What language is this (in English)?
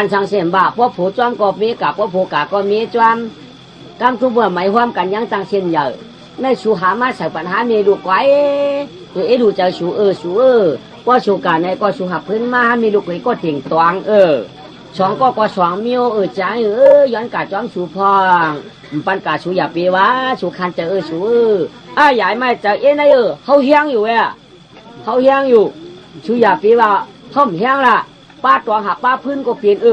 Shan